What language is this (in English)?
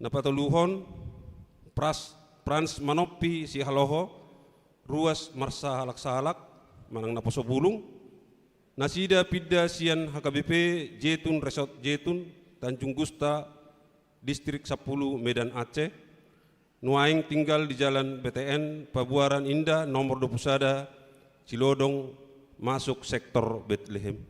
Batak Toba